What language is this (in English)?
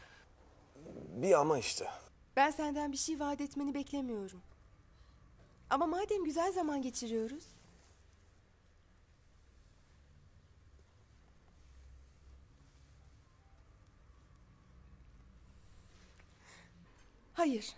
Turkish